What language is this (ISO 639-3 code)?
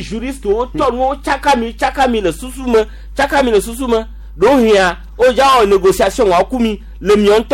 gej